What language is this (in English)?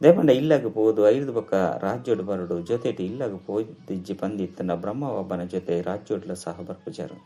Tulu